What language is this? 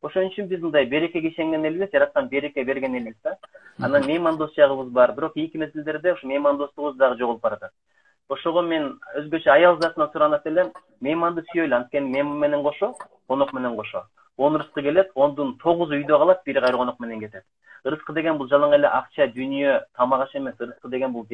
Kyrgyz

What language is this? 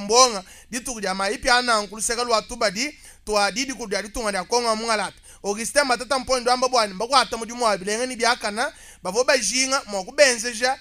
Luba-Lulua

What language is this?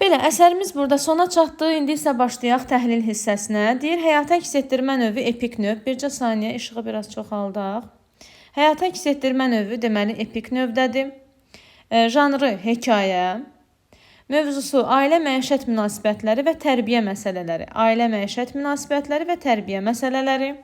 Azerbaijani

